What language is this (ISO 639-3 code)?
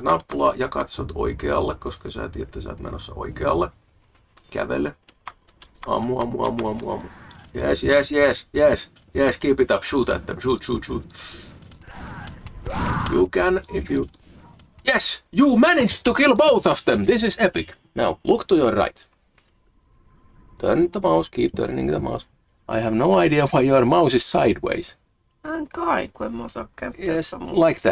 fin